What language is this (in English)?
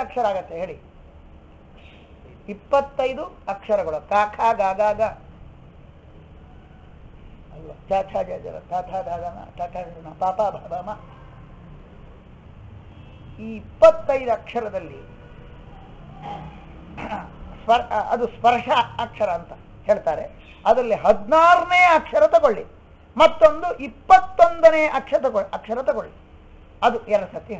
Kannada